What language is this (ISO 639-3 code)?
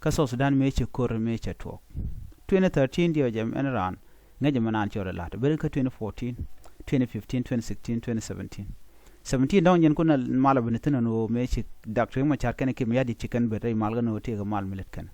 nus